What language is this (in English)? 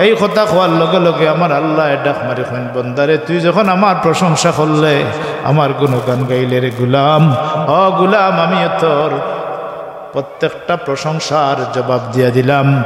Sylheti